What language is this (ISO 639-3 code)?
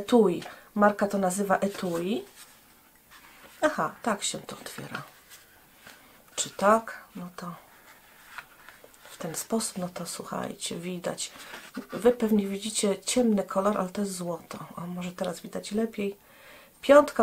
pol